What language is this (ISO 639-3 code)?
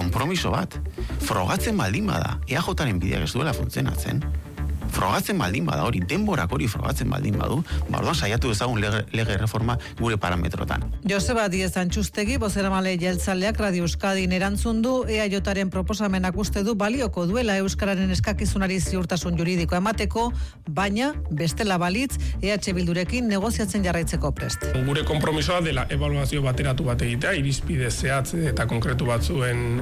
eus